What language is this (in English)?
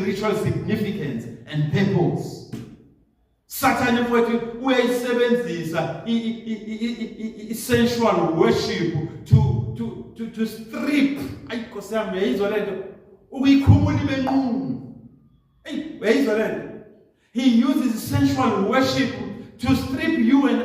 Zulu